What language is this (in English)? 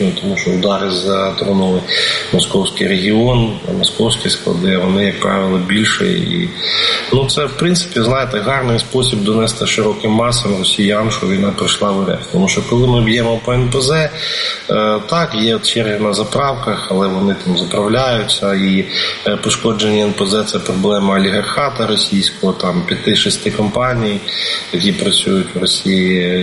Ukrainian